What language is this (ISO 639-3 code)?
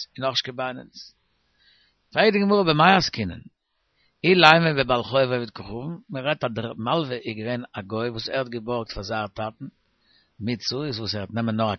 yid